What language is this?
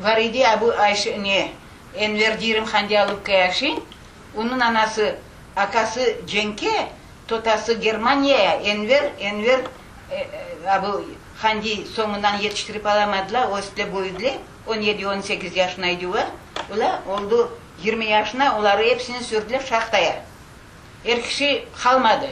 Crimean Tatar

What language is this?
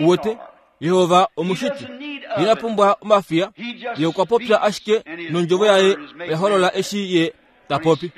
Kuanyama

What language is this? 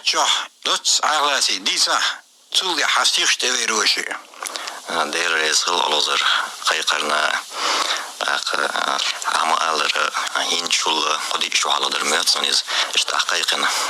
Chechen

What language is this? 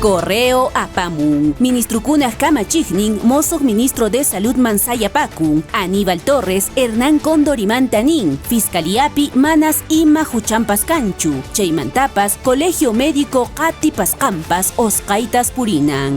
Quechua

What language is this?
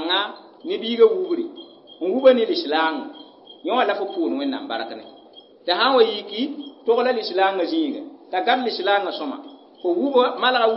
Mossi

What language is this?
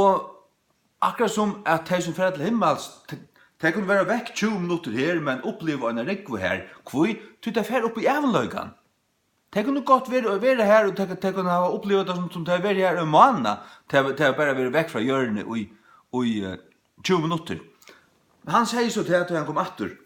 Faroese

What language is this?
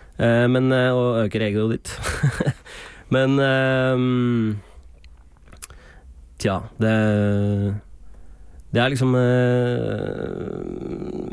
Norwegian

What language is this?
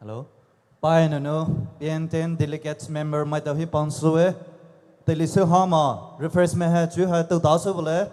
Poumei Naga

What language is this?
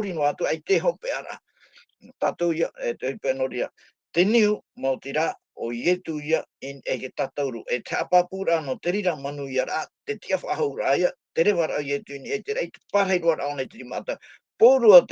Tahitian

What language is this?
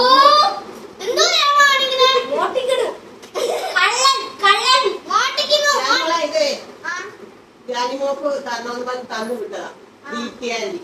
Malayalam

